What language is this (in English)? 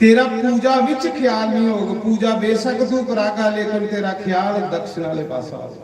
Dogri